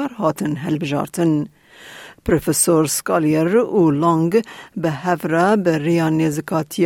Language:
Kurdish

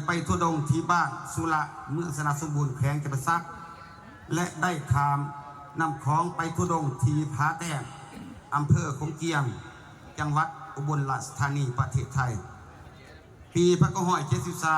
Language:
Lao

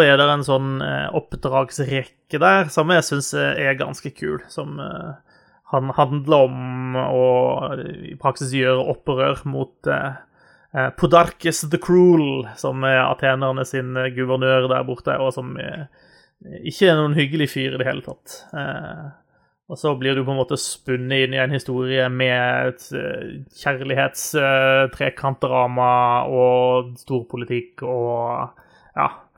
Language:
Norwegian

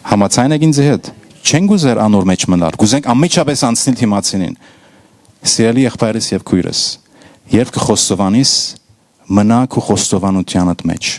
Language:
Western Armenian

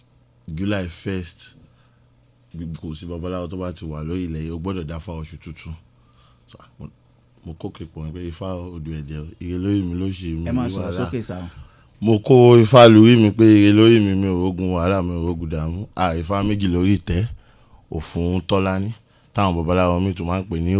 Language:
Yoruba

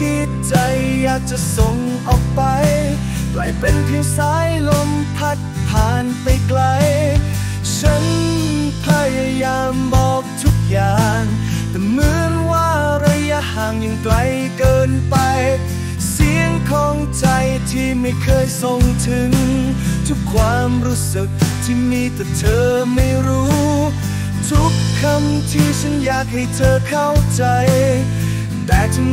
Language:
Thai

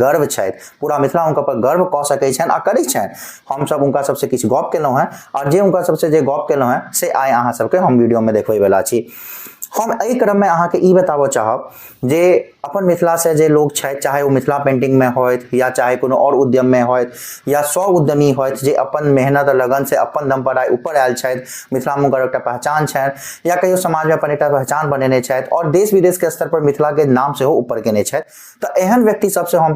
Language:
Maithili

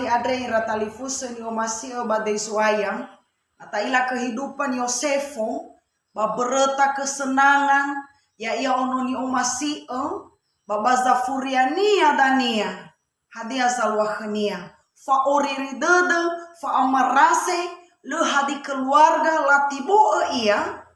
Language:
Nias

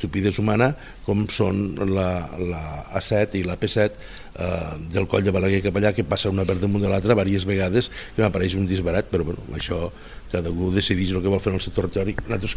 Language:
Catalan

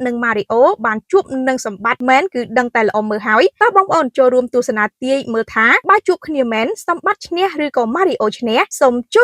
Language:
Khmer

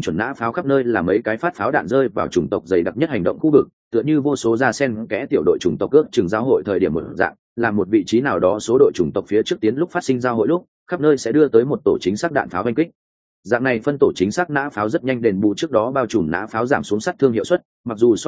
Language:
Vietnamese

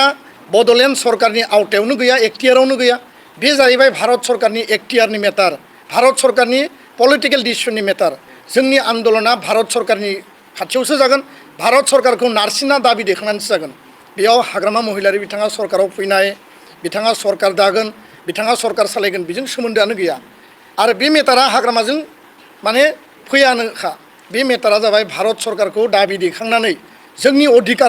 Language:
Bodo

